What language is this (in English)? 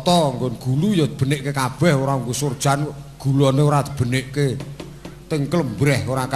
Javanese